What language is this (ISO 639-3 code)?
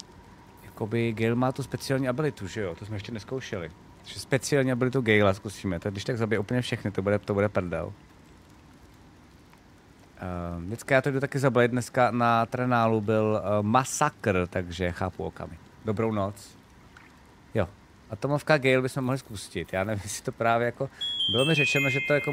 ces